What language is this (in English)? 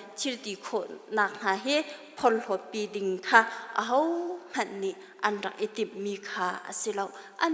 Hakha Chin